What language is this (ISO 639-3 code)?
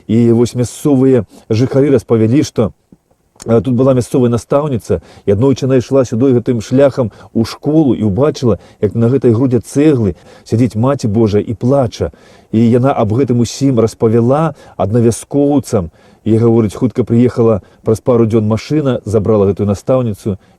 bel